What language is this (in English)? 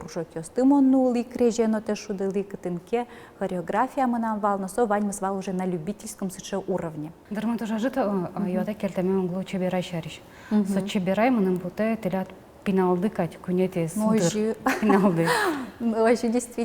Udmurt